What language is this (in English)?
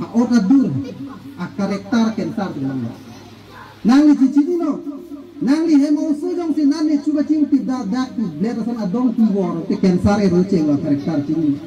Karbi